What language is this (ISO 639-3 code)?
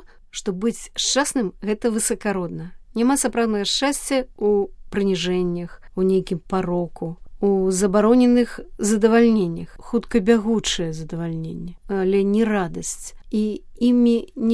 bel